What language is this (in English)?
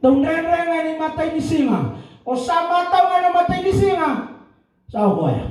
Fijian